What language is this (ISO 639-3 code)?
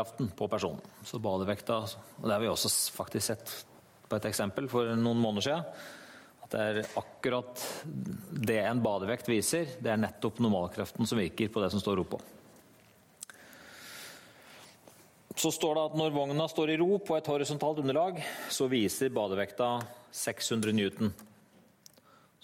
nor